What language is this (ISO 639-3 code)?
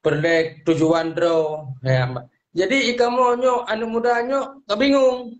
ace